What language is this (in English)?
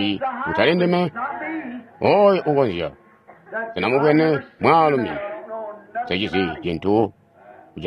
Tonga (Zambia)